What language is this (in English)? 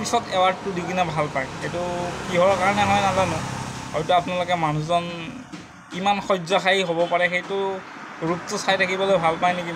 Assamese